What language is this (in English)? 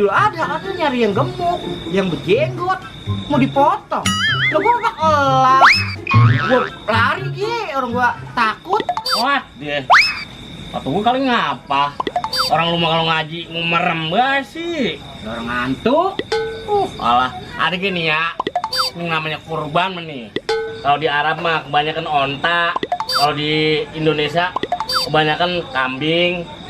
Betawi